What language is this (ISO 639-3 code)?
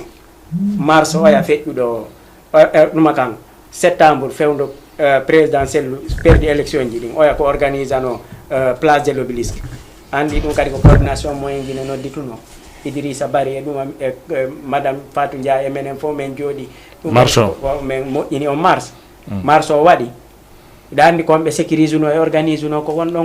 ful